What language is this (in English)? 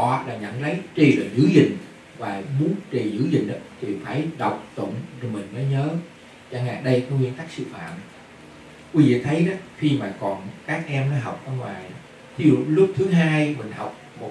Vietnamese